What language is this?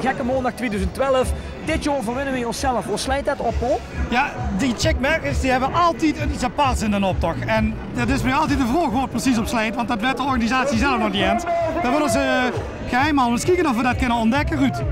Limburgish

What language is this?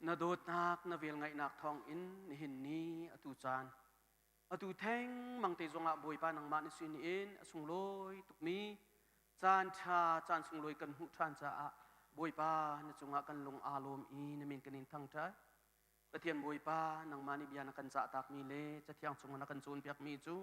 Hakha Chin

